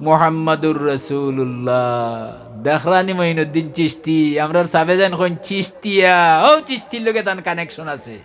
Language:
Sylheti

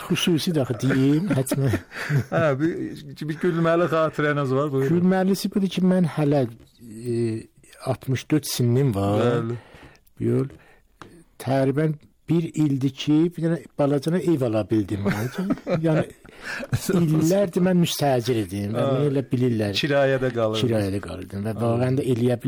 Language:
Azerbaijani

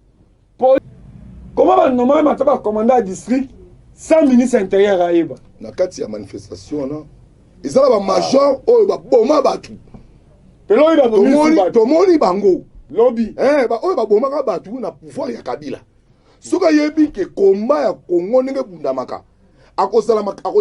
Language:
Lingala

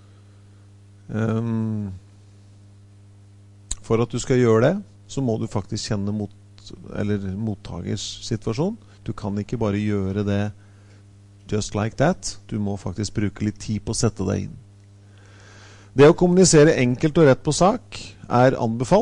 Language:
Norwegian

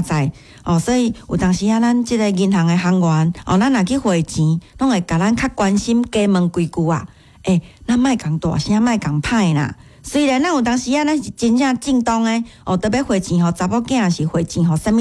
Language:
Min Nan Chinese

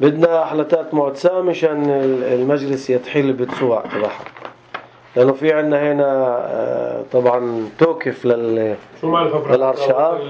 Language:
North Levantine Arabic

